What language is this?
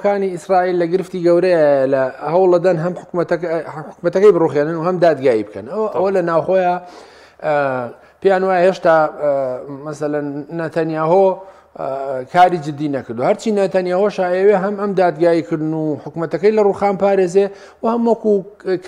Central Kurdish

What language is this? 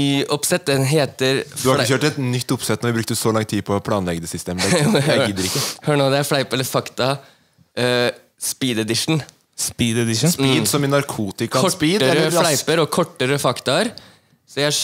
Norwegian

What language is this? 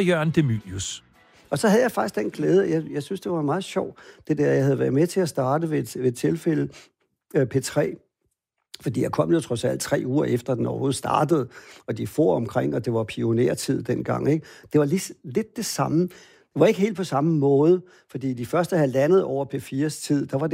Danish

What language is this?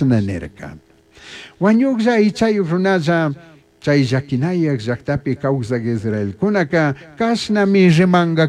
Chimborazo Highland Quichua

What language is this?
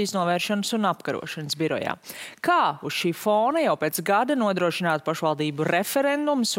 Latvian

